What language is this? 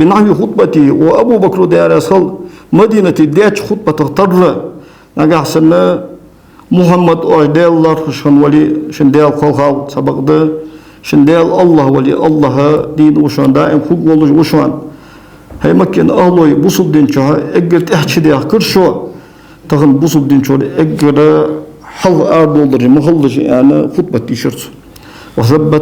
Ingush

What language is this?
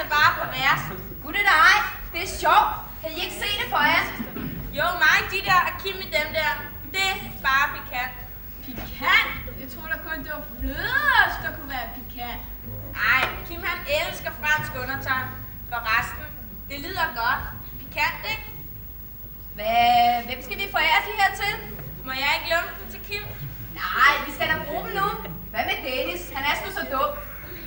Danish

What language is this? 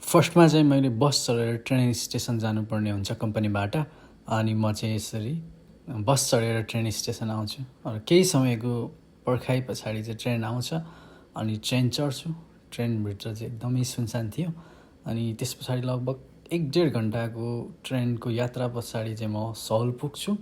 Nepali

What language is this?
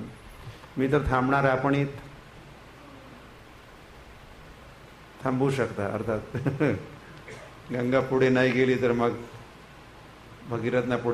Marathi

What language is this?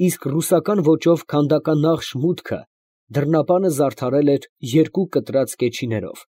Armenian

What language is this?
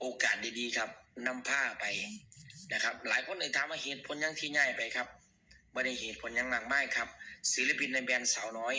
Northeastern Thai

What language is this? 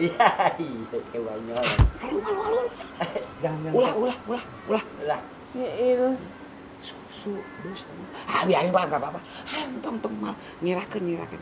Betawi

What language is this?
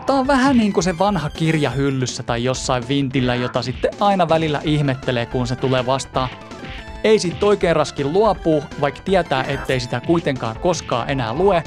Finnish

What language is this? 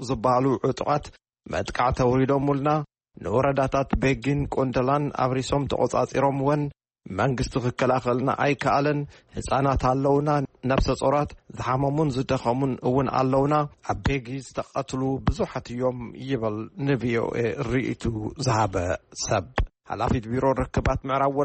Tigrinya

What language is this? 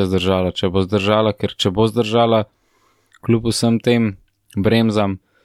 Slovenian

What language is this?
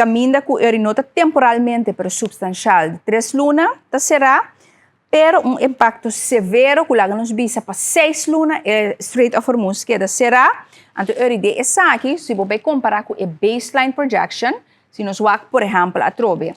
Papiamento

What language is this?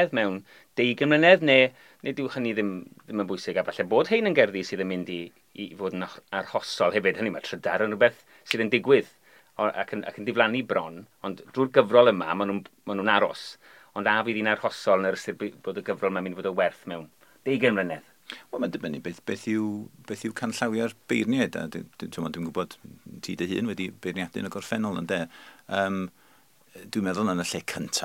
Welsh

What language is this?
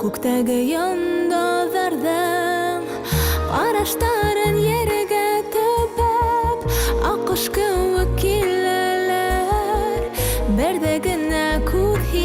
Bashkir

